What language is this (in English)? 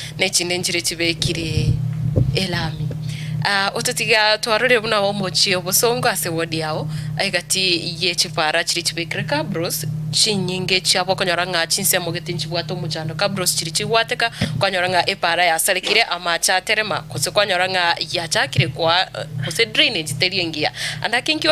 Gusii